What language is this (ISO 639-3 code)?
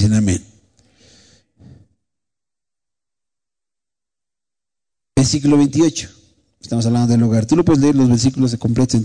spa